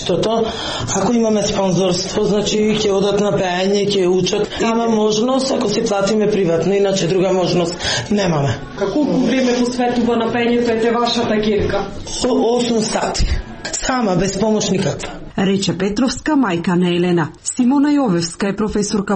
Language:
Macedonian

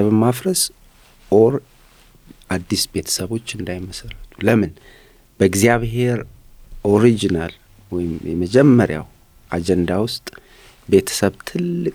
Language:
Amharic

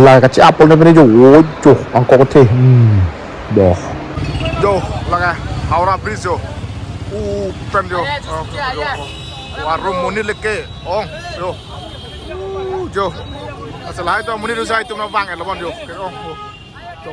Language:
Karbi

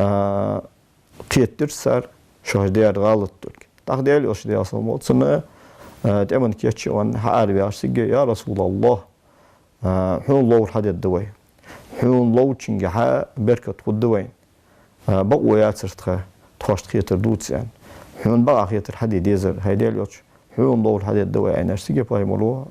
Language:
Ingush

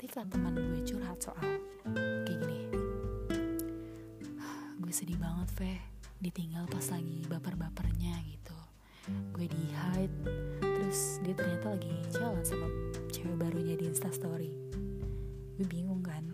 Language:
Indonesian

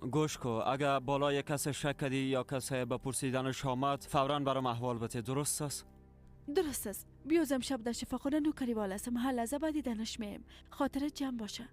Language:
Persian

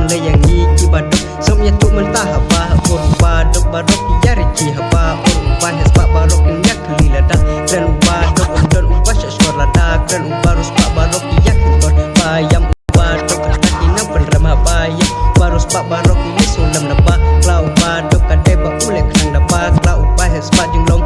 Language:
Khasi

